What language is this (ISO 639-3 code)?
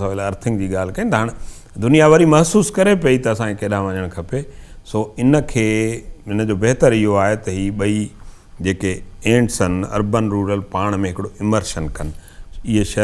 snd